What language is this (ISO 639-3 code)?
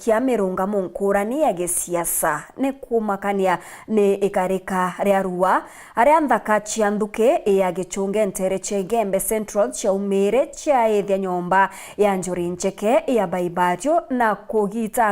mer